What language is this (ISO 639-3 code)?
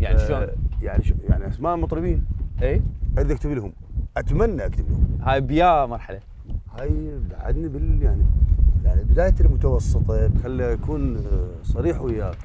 acm